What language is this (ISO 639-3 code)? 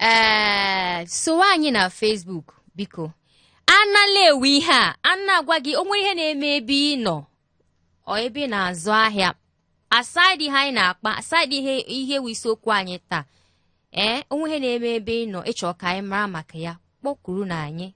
ibo